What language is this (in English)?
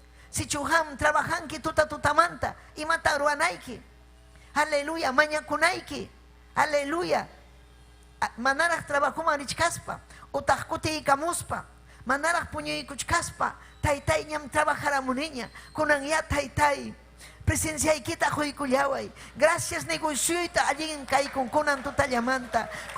Ayacucho Quechua